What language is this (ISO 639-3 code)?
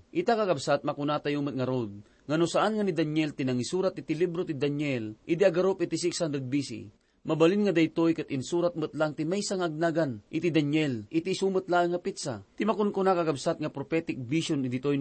ilo